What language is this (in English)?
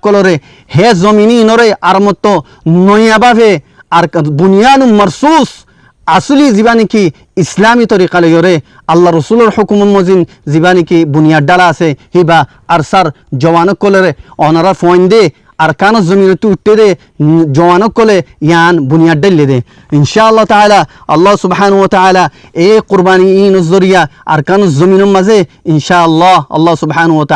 Rohingya